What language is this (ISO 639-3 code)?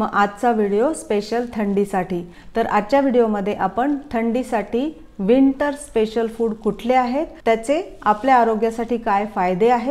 mar